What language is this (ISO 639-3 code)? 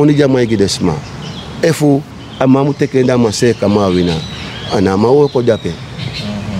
srn